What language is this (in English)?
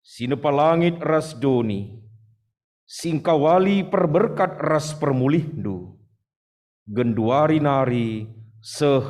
Batak Karo